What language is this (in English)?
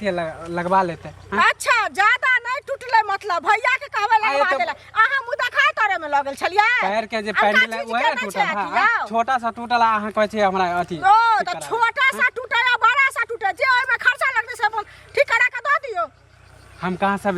Maithili